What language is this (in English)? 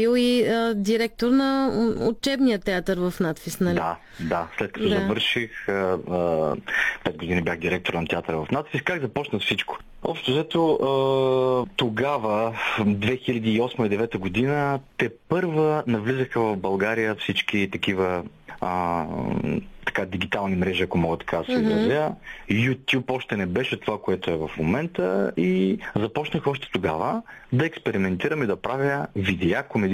Bulgarian